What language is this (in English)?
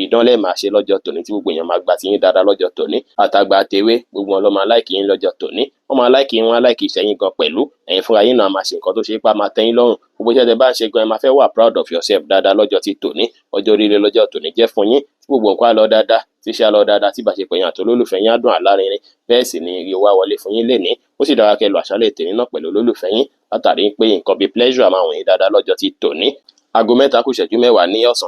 Yoruba